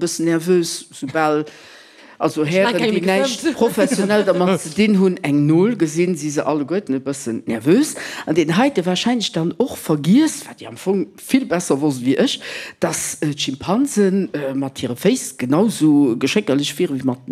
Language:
Luxembourgish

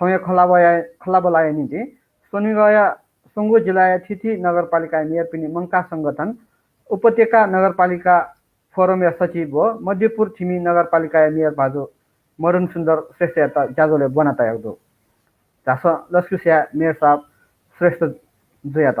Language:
Newari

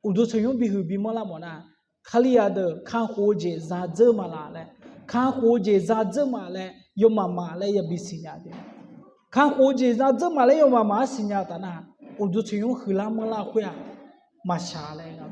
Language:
Akha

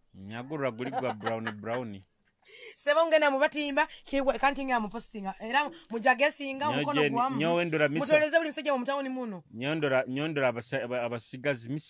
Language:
Nyoro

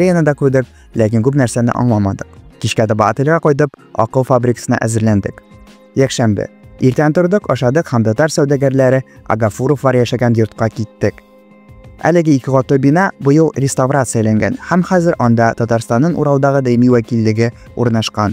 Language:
Tatar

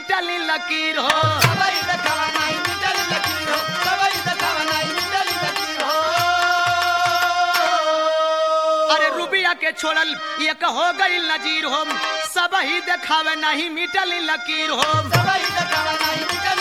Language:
Bhojpuri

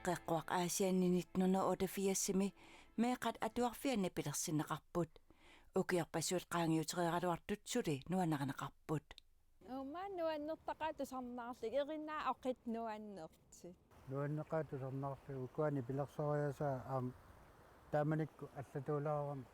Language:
Kalaallisut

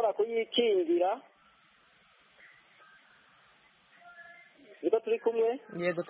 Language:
Kinyarwanda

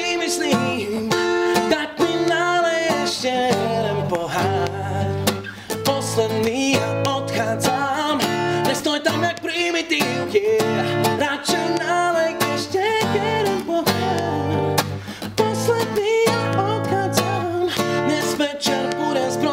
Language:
Slovak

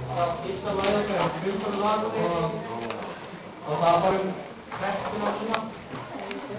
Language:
Icelandic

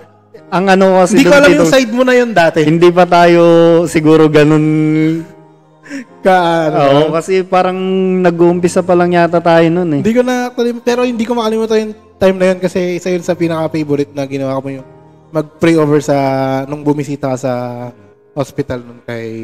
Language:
Filipino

